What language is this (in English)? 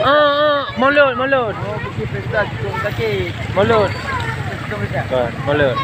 Achinese